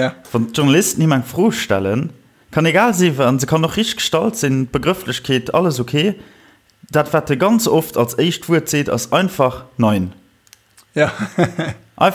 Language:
Luxembourgish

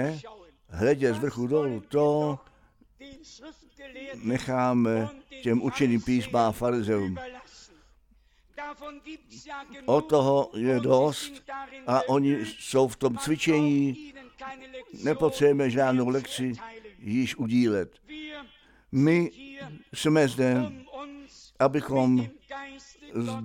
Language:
Czech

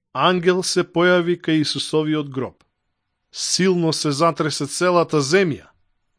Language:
Macedonian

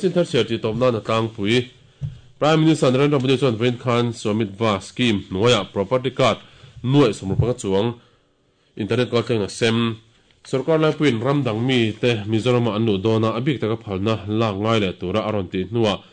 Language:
Mizo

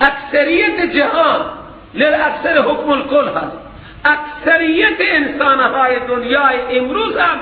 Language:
Persian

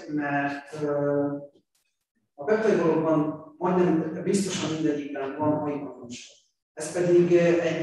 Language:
Hungarian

